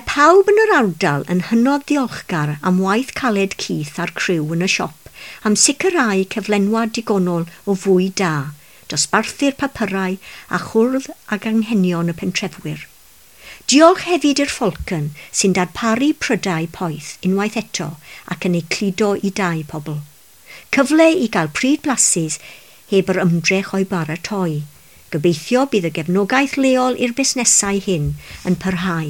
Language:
Welsh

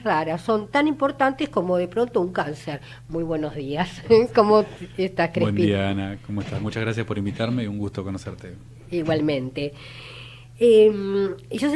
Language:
Spanish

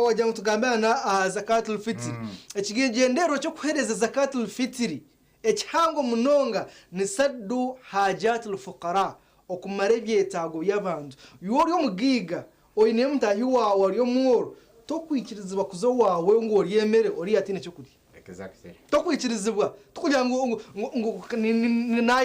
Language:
Nyankole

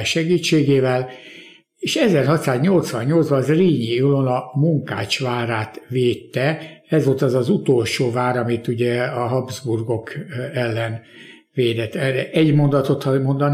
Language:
Hungarian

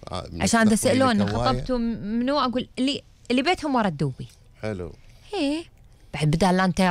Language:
Gulf Arabic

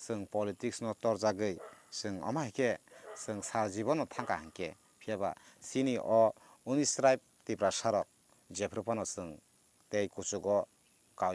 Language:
Kok Borok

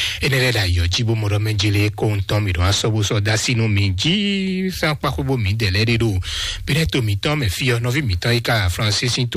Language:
Fon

